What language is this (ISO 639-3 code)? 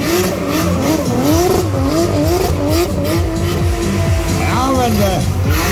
dan